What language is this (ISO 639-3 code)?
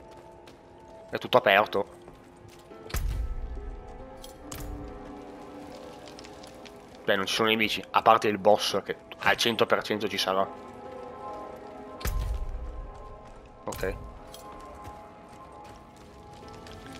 ita